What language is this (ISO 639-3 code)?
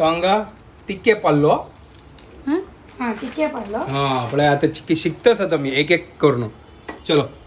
kok